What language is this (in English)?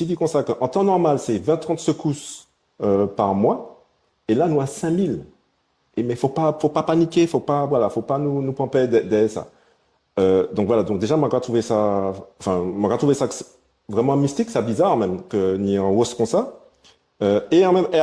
Guadeloupean Creole French